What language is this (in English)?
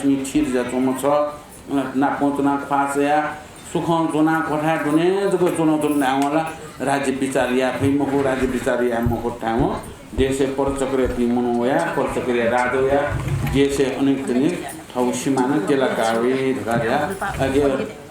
Newari